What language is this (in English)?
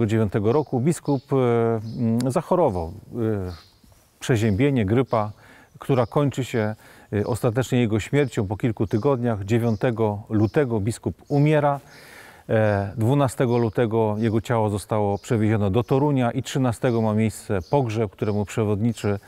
Polish